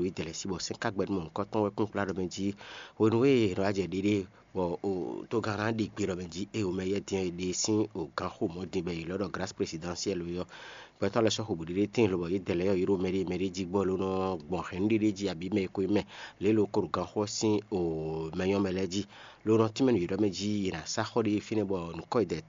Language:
Fon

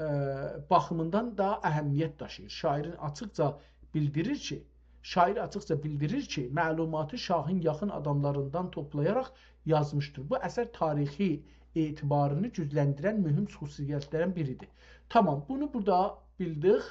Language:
South Azerbaijani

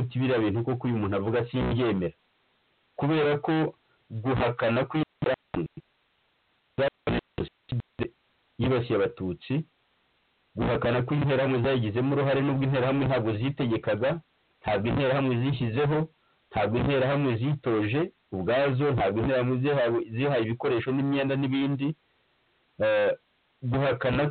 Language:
Kinyarwanda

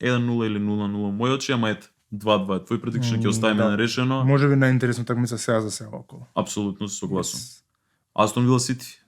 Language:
Macedonian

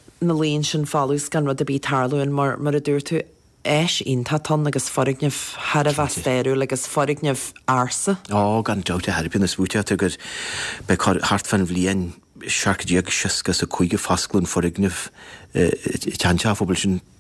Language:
Irish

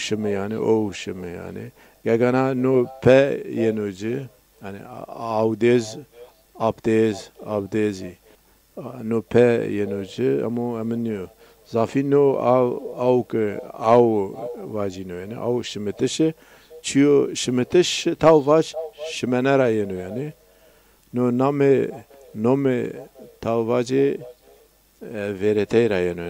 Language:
Zaza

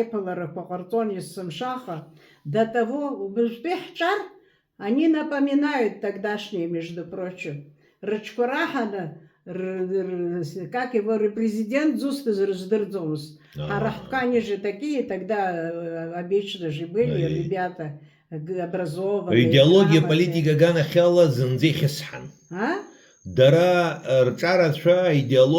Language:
Abkhazian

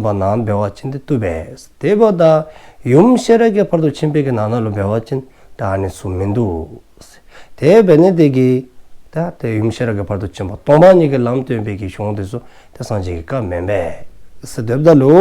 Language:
Dzongkha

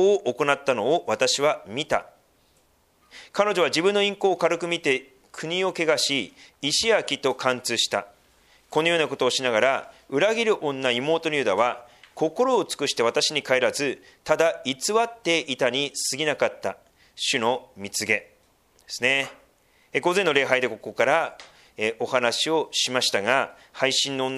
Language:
Japanese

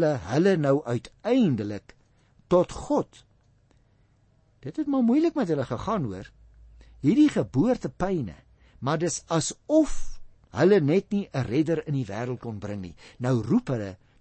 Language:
Afrikaans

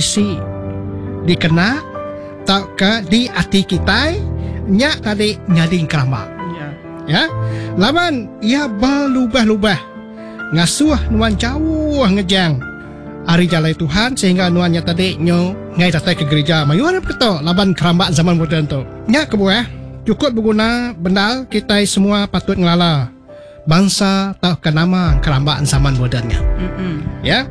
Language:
Iban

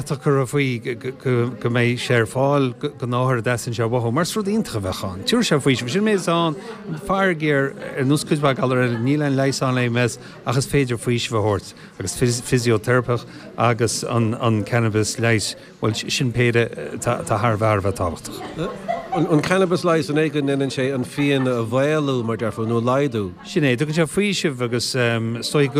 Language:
Irish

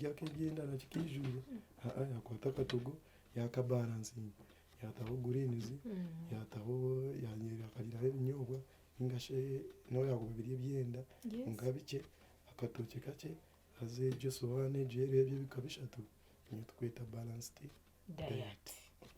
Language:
Nyankole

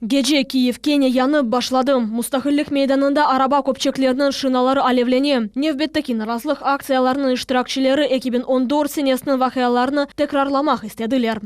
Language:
Crimean Tatar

